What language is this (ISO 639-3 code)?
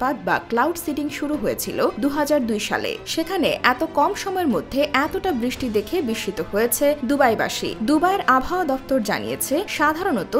ben